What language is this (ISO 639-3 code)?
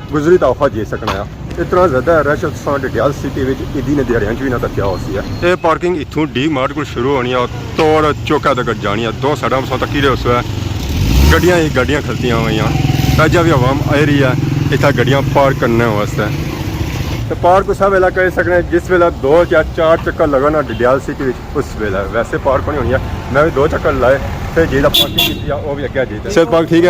phr